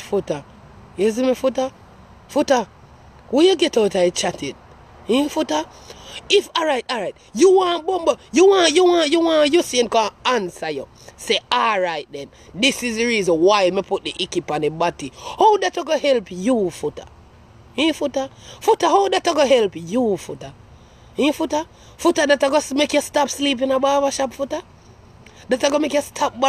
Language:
Jamaican Creole English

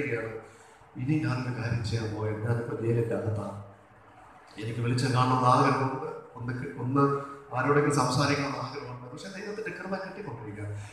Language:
Malayalam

